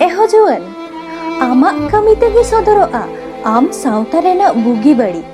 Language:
Santali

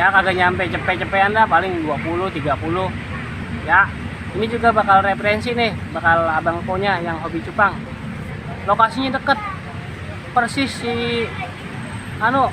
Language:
Betawi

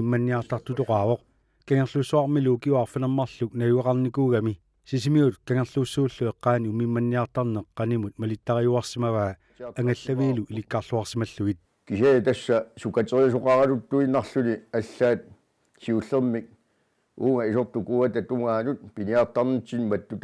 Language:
Kalaallisut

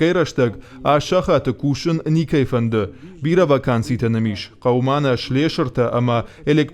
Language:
Ossetic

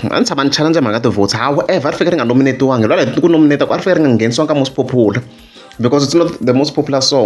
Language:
Tsonga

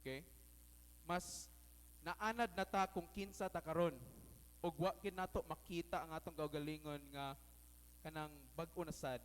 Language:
Cebuano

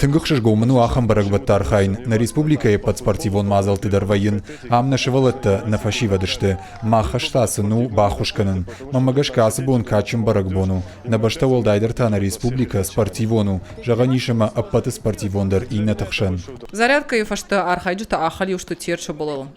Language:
Ossetic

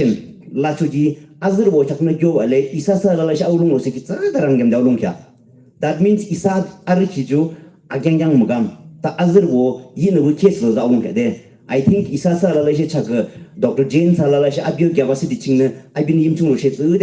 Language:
Yimchungru Naga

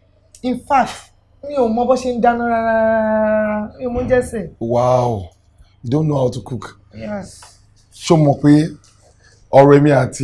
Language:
Yoruba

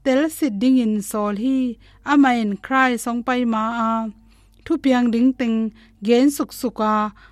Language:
Tedim Chin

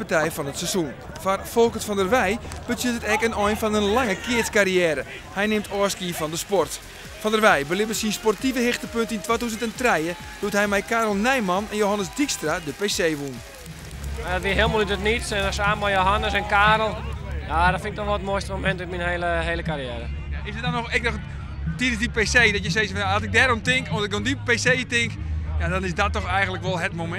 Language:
Western Frisian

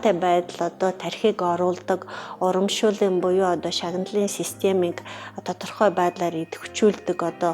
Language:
Mongolian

